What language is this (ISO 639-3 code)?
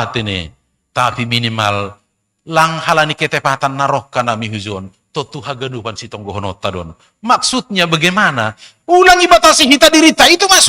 bts